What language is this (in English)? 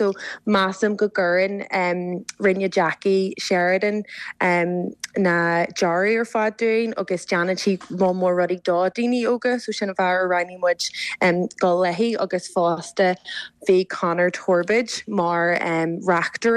Irish